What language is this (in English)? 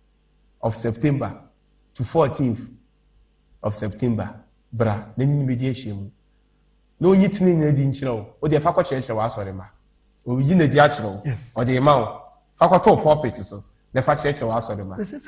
Akan